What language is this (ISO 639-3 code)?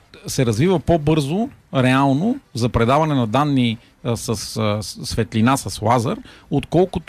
bul